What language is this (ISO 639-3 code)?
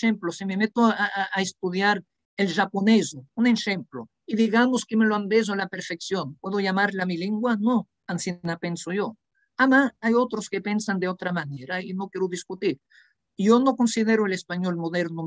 lad